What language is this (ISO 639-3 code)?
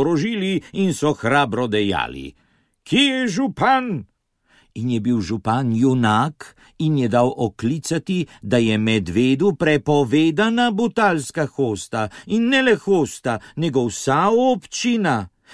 slv